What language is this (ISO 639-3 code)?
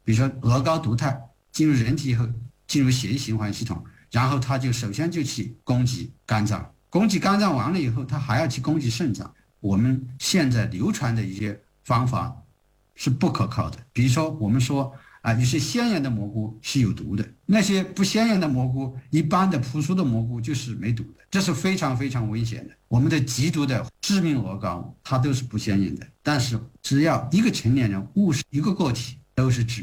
zho